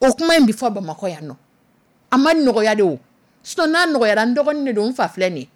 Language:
Dyula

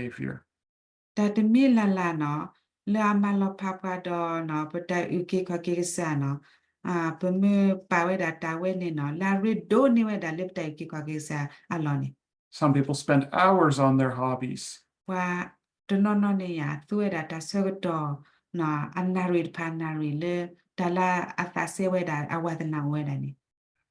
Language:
S'gaw Karen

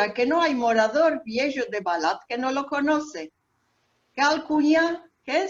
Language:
Ladino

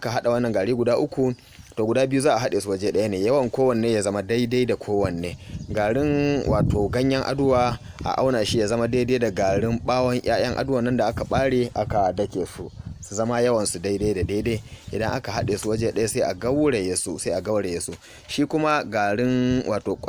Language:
Hausa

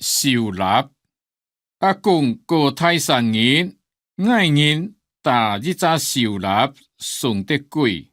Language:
Hakka Chinese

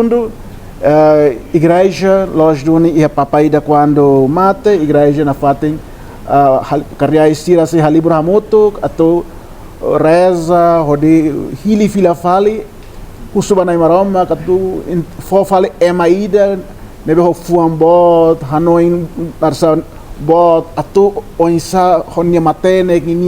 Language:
Tetum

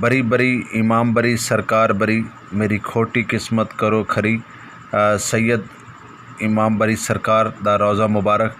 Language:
Saraiki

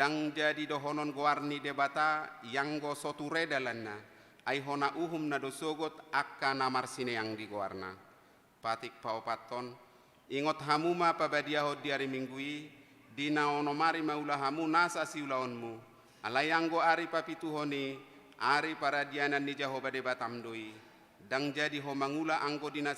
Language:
Batak Toba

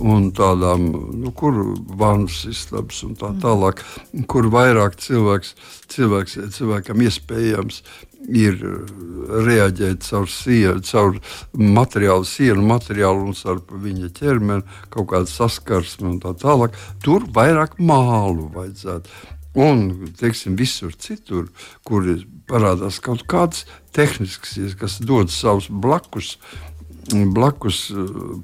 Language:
Latvian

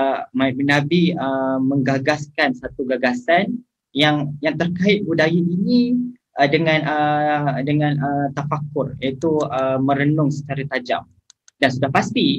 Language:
Malay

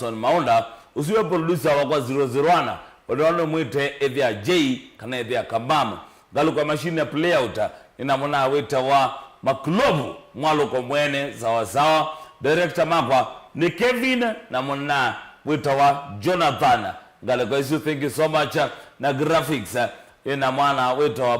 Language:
Kamba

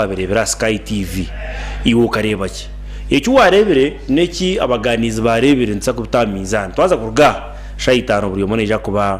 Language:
Nyankole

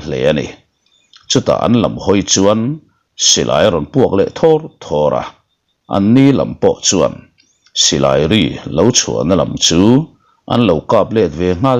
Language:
Mizo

